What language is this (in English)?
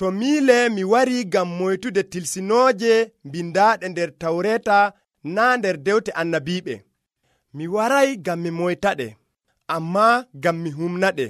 Nigerian Fulfulde